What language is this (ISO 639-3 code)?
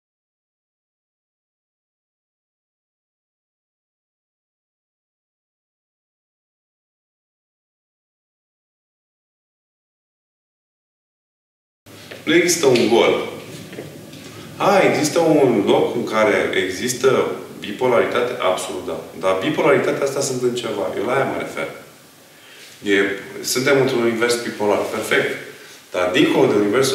ron